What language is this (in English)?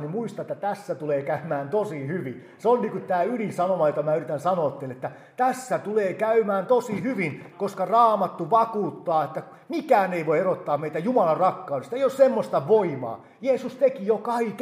Finnish